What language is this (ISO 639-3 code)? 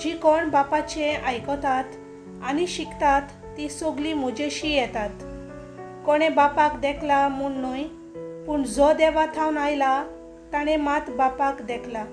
kok